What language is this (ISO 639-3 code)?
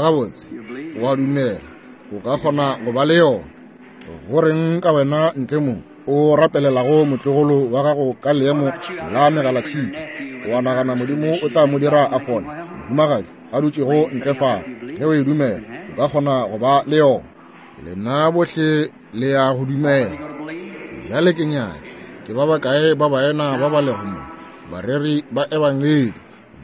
nso